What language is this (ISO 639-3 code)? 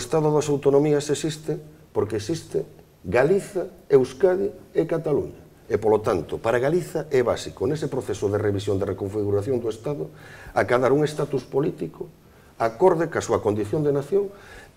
glg